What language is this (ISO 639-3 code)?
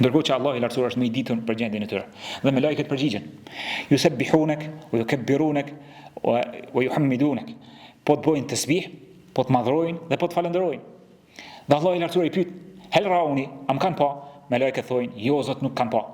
sqi